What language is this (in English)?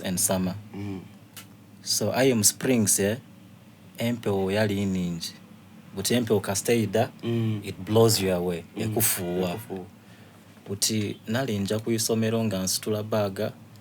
Soga